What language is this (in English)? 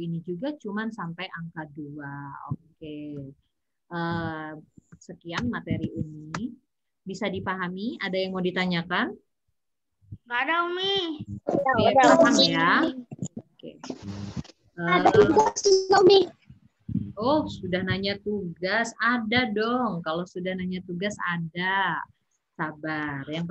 Indonesian